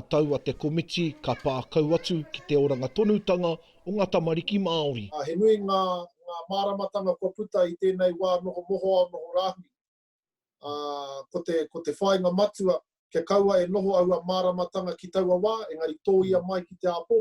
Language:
Māori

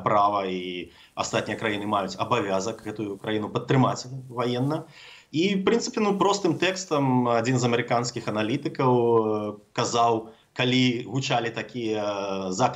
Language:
Belarusian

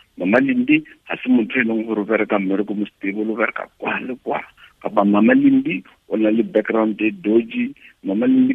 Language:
Tswana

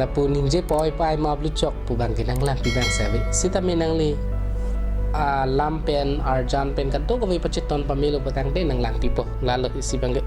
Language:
Karbi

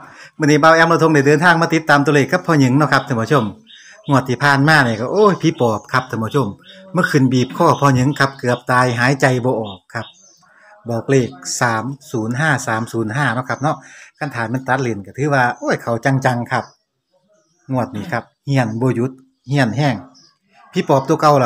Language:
Northeastern Thai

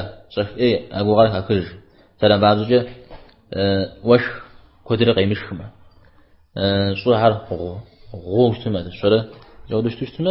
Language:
Kabardian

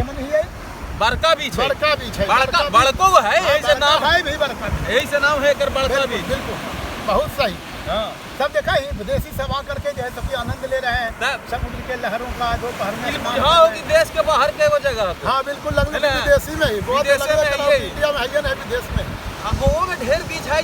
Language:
Magahi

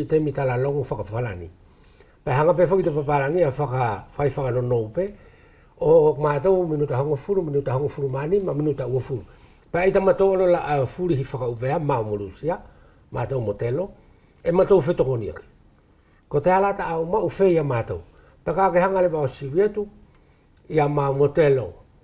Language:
Wallisian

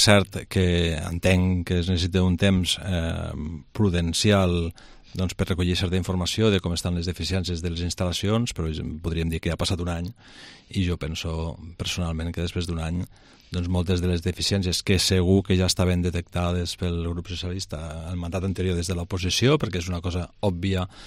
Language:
Catalan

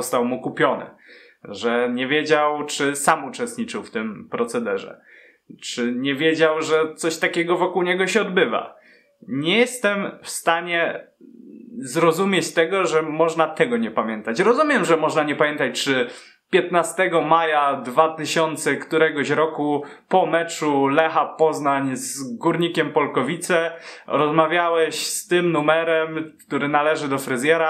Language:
Polish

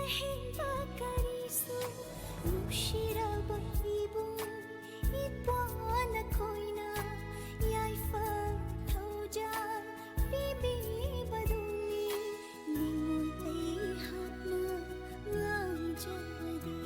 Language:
Manipuri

